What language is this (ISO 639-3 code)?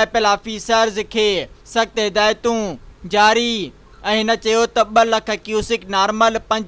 snd